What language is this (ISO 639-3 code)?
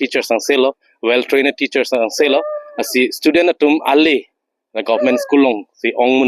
mjw